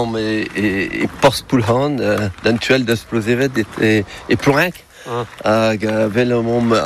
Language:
Breton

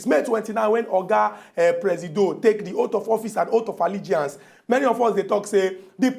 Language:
Nigerian Pidgin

